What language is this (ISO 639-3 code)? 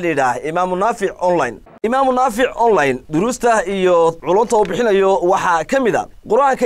som